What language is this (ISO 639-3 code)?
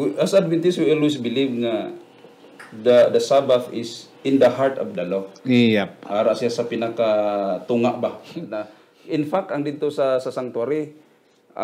hil